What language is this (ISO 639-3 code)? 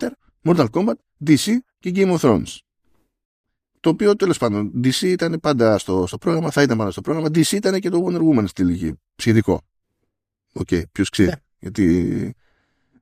ell